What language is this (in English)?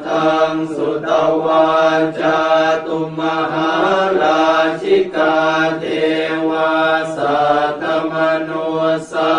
Pali